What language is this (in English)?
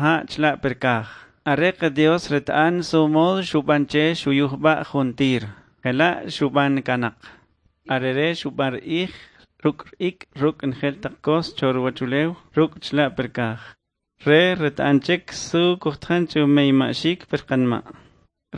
Kʼicheʼ